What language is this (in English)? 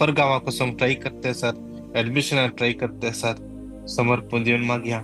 Konkani